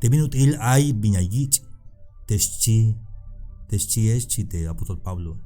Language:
Tzeltal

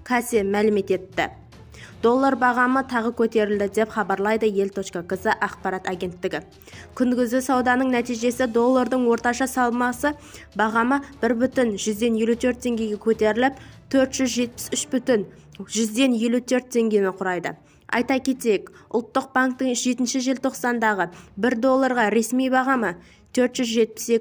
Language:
Kazakh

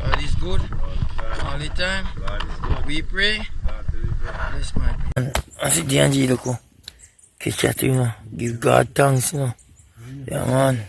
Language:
Jamaican Creole English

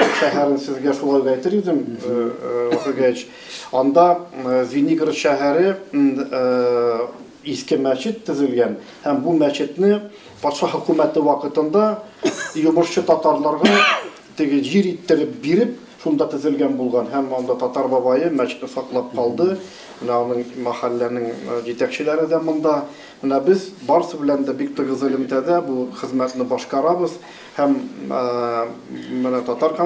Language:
Tatar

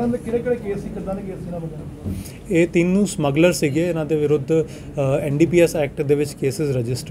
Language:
Punjabi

